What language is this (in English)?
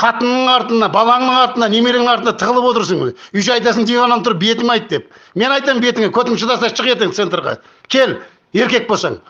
Kazakh